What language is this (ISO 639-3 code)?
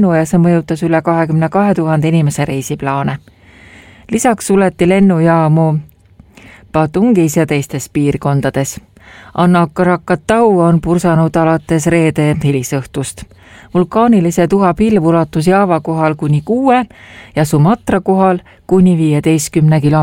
est